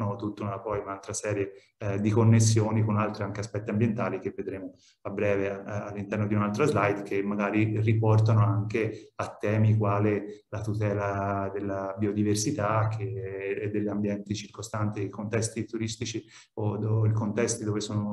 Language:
Italian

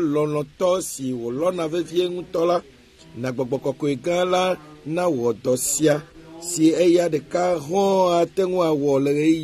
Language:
Ewe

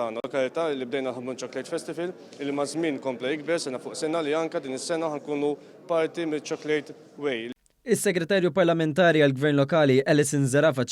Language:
Maltese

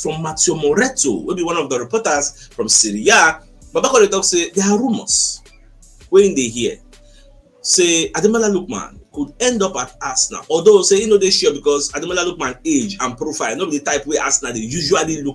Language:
Nigerian Pidgin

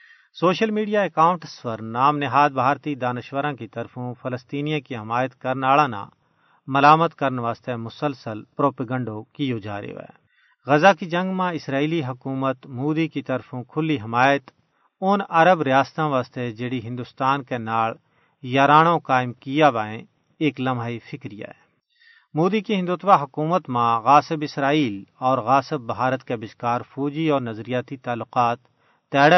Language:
Gujari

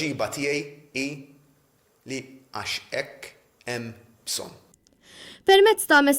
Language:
Maltese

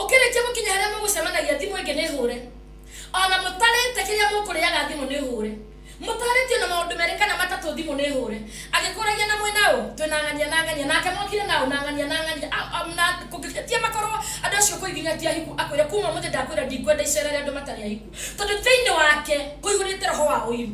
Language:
Kikuyu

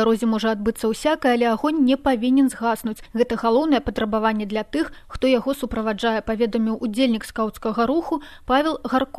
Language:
Belarusian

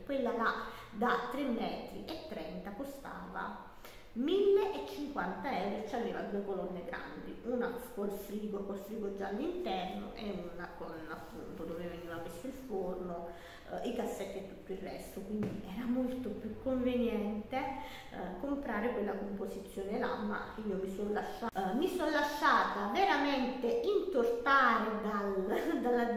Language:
Italian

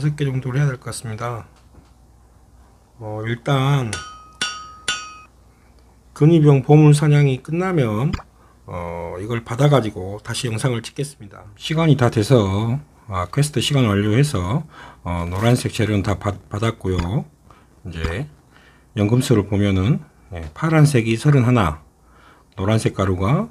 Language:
Korean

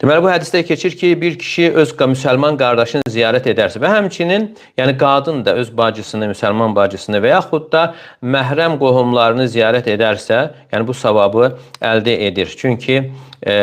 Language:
Azerbaijani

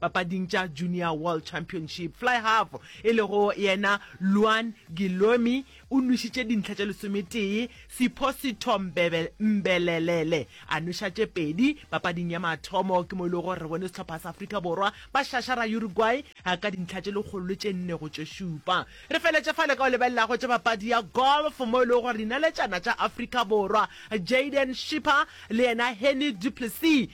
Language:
Northern Sotho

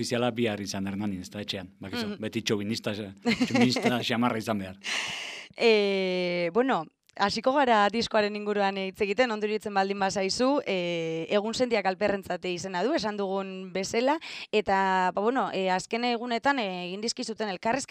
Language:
Basque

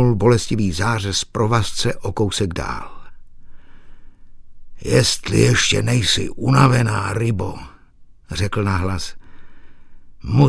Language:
Czech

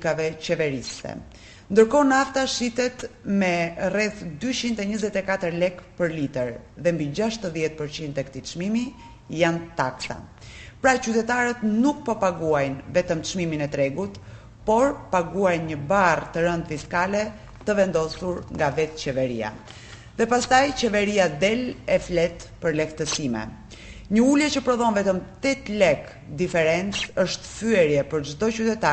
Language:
Albanian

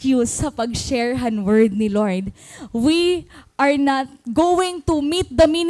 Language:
Waray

